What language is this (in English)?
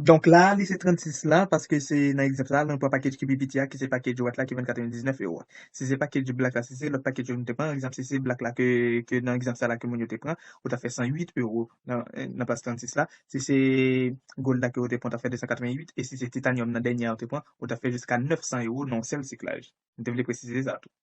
Haitian Creole